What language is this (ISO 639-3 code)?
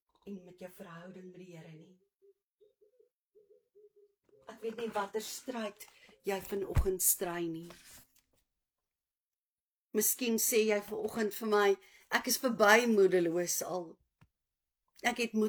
afr